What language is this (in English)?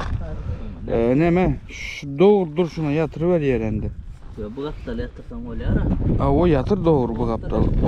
Turkmen